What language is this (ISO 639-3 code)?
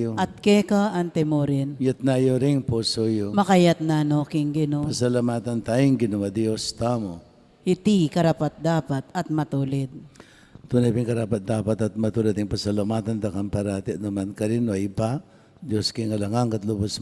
pam